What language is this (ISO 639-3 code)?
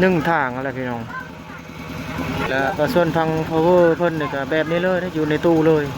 lao